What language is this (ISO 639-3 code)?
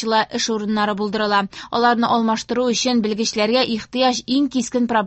tat